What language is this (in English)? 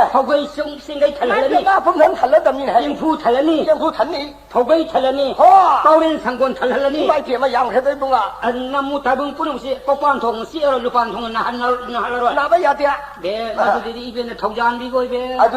Manipuri